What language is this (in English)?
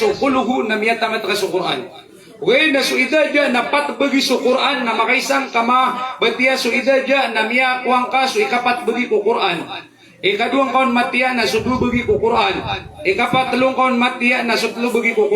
Maranao